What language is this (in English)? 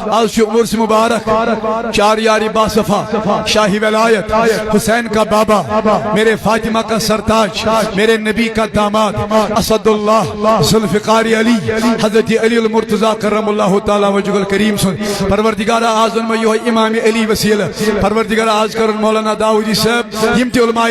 Kashmiri